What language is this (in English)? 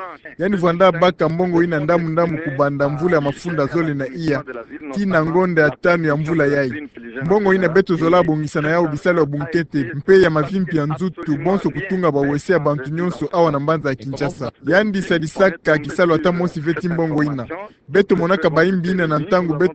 Kituba (Democratic Republic of Congo)